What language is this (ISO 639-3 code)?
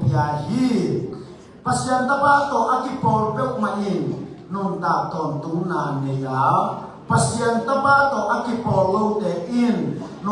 ctd